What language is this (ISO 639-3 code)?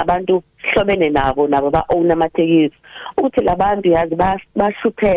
nbl